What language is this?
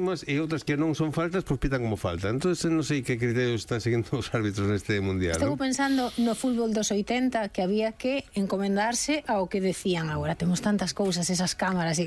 Galician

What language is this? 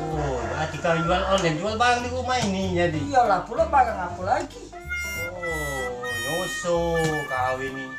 Musi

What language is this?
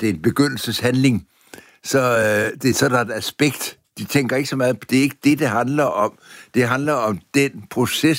Danish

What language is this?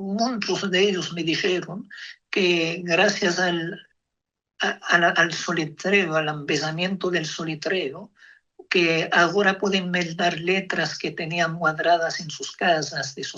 Ladino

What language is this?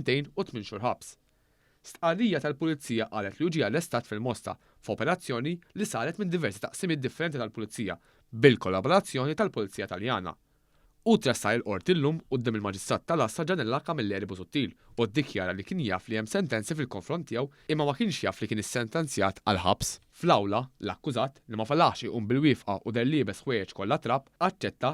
Maltese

